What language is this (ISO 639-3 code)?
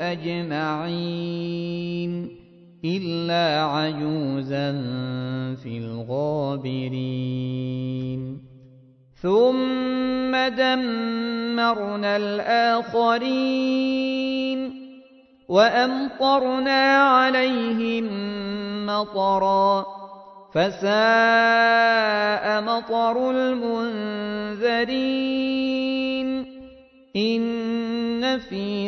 ara